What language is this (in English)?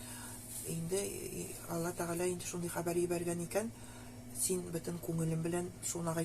Nogai